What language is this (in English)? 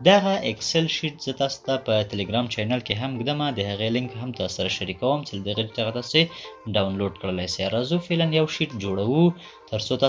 Pashto